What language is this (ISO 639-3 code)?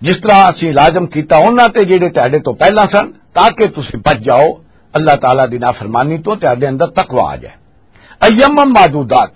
lah